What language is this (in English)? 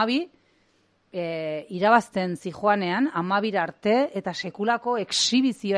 Basque